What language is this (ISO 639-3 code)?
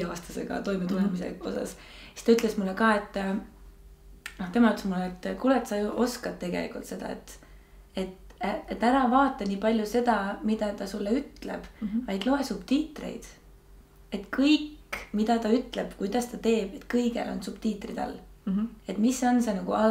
est